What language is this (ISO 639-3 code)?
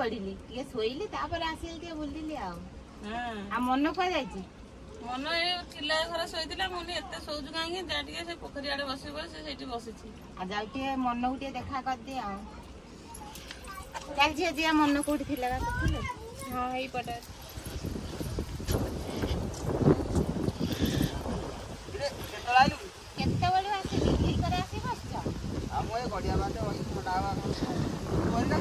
ori